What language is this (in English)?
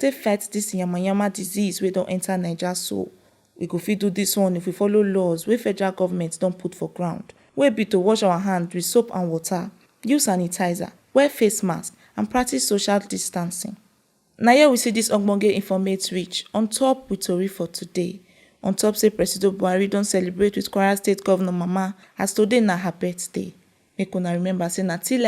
Nigerian Pidgin